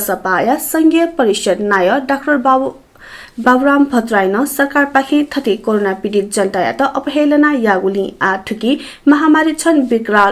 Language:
Newari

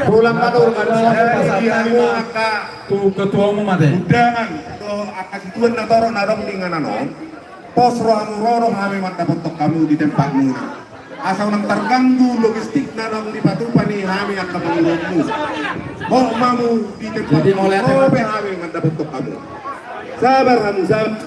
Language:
Batak Toba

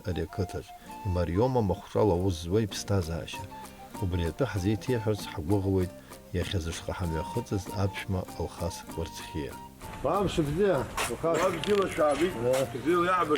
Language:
Abkhazian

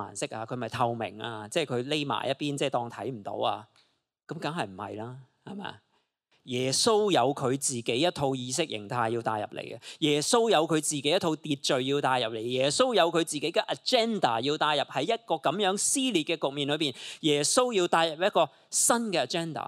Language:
Cantonese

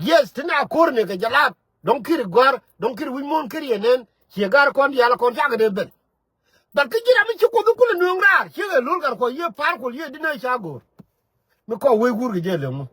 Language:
Nuer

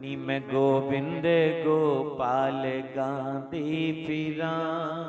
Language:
Dogri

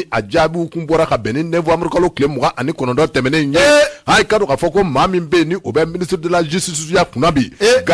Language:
Bambara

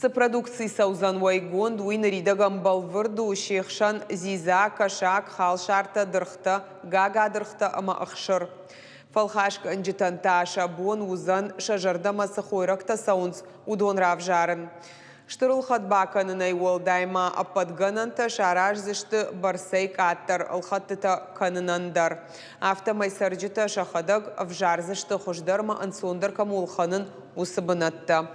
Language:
Ossetic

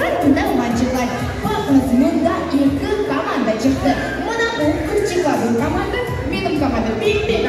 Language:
Crimean Tatar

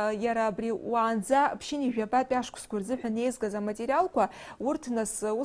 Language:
Abkhazian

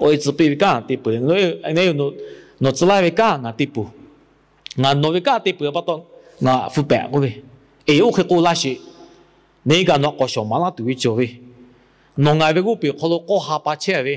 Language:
Lahu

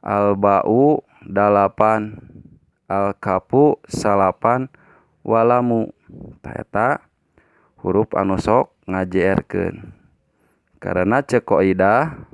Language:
Sundanese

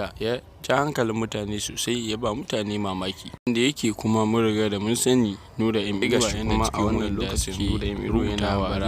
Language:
Hausa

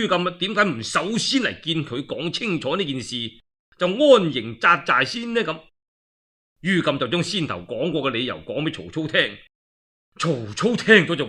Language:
Cantonese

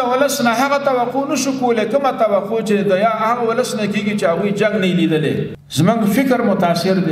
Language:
Pashto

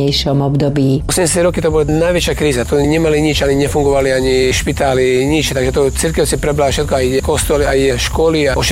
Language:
Slovak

